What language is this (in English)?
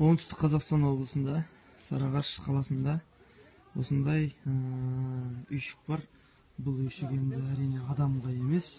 Kazakh